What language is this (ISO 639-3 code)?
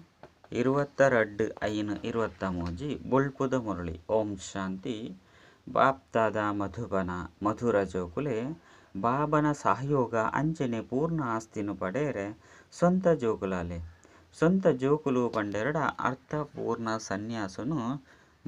tcy